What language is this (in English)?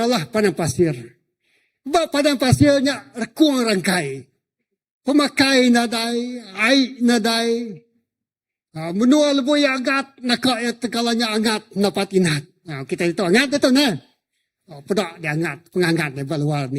Iban